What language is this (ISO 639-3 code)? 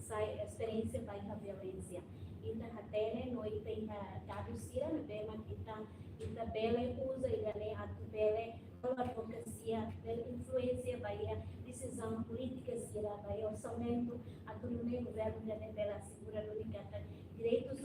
tet